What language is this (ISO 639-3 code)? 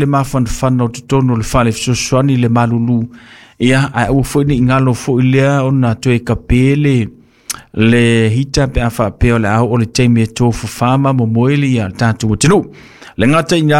smo